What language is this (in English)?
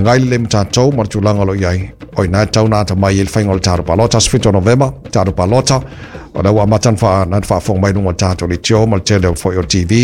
Samoan